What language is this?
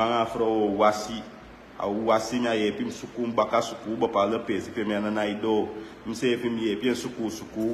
Sranan Tongo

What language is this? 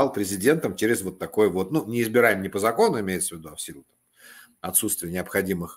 Russian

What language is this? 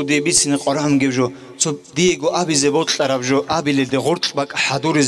Avaric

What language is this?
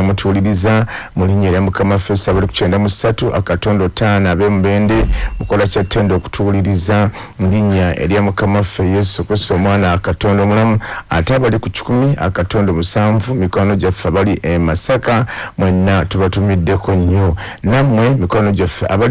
Ganda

